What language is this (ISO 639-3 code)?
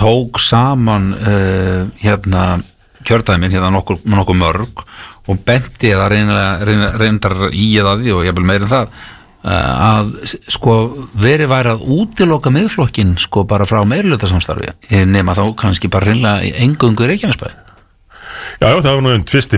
isl